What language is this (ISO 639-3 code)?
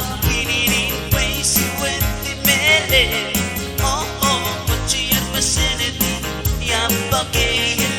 pon